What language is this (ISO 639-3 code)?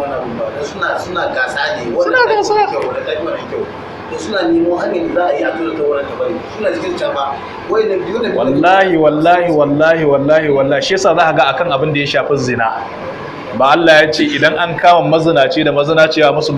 hau